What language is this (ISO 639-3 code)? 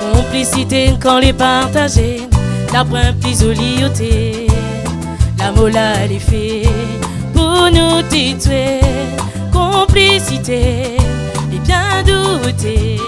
rcf